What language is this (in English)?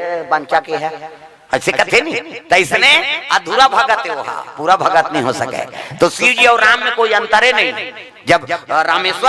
Chhattisgarhi